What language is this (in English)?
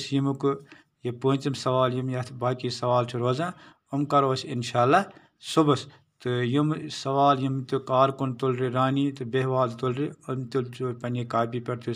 Kashmiri